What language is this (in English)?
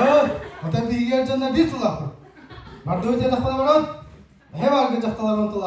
Yakut